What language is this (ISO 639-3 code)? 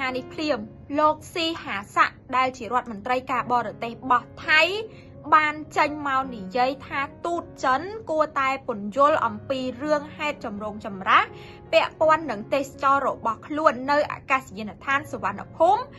khm